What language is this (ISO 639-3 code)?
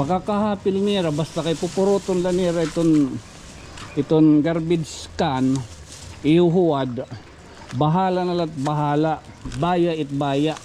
war